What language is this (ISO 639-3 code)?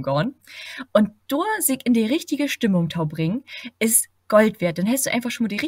nds